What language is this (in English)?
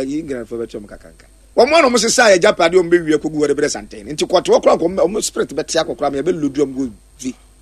Akan